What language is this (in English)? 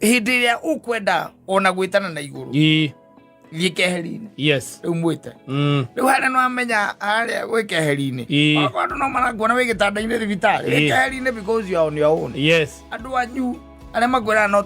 Kikuyu